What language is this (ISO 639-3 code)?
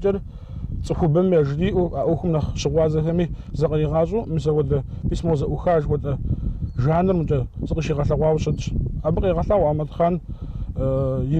kbd